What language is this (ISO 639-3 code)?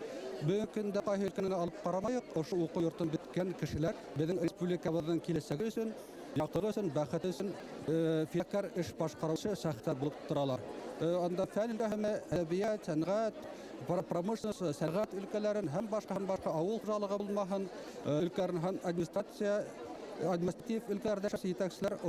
bak